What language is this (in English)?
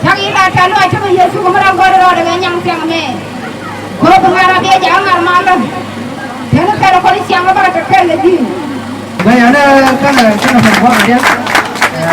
Nuer